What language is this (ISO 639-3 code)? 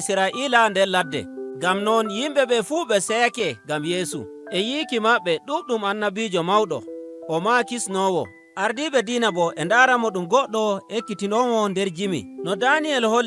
fuv